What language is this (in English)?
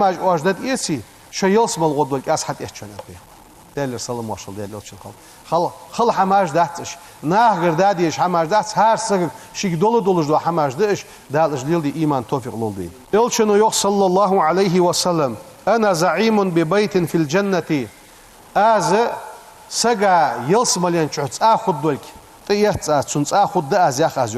Ingush